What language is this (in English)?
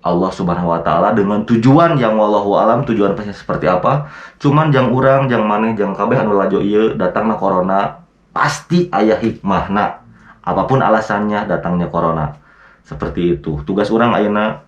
Sundanese